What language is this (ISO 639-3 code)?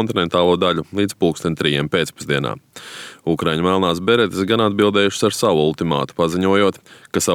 lav